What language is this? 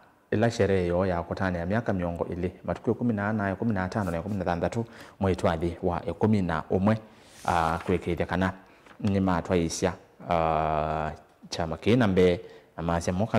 Kamba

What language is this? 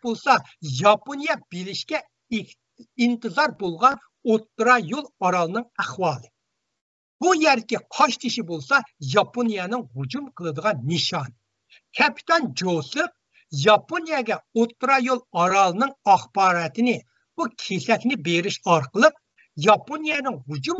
Uyghur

